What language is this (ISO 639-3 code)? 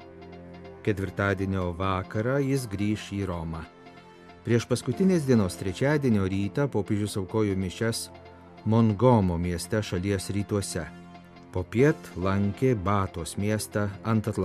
lit